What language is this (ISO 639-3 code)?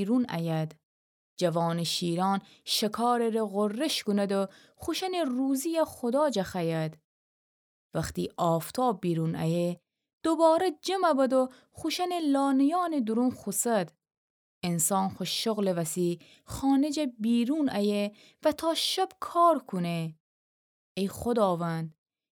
glk